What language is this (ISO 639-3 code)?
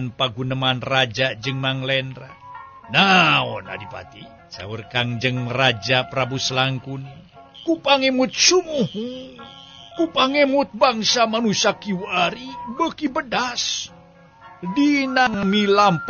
sun